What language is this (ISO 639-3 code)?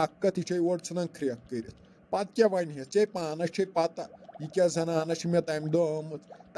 kas